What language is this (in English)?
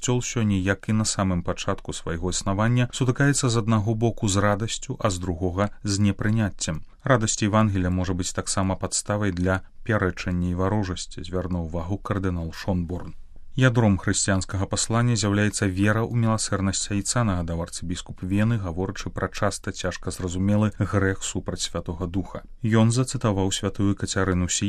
Belarusian